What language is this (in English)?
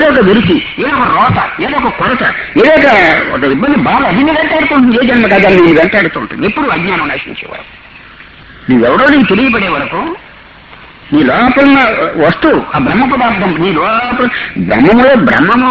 Telugu